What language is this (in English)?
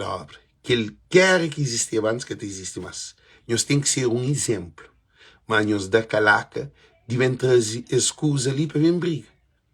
Kabuverdianu